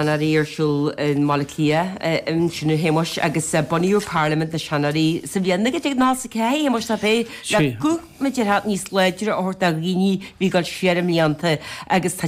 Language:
Irish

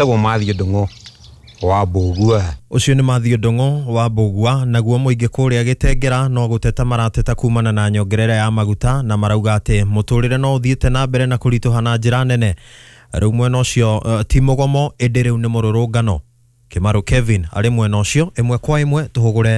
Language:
Kikuyu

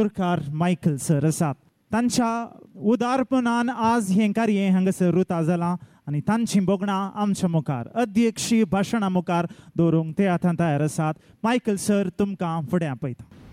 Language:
Konkani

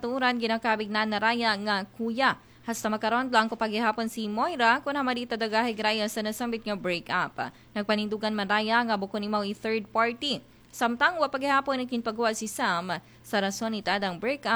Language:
Aklanon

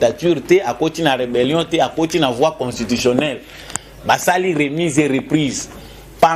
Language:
Lingala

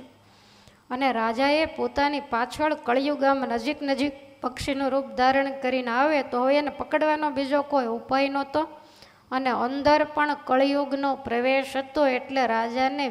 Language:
Gujarati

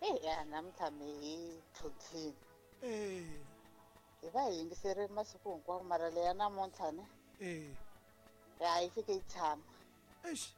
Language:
Tsonga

